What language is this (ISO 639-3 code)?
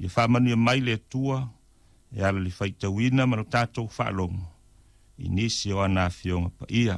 smo